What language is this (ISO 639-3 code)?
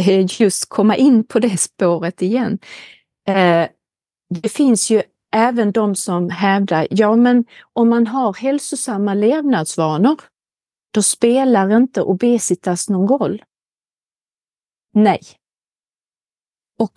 swe